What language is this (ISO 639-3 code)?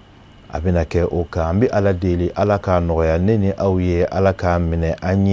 bam